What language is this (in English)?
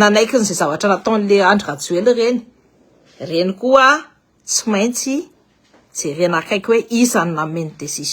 Malagasy